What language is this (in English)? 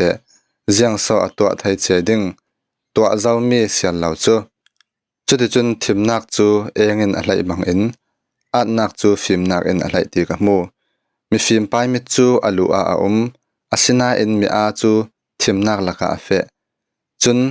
Falam Chin